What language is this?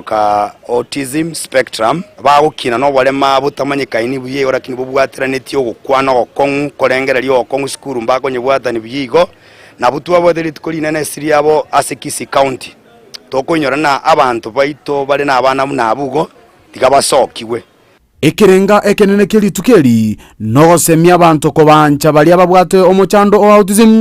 Gusii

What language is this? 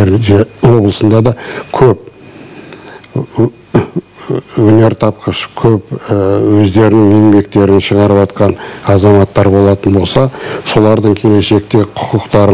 Kazakh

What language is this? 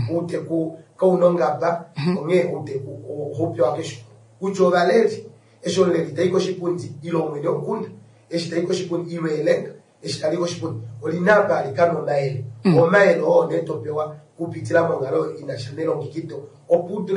Kuanyama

